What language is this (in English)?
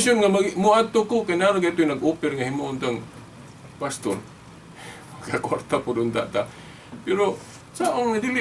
Cebuano